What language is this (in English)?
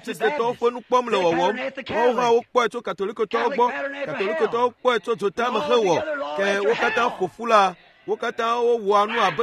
Ewe